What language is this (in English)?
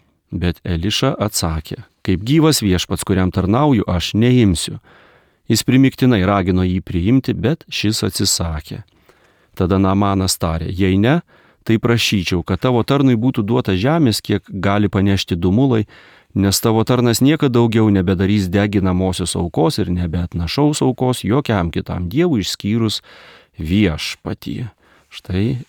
Lithuanian